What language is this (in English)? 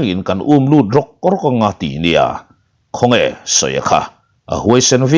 Mizo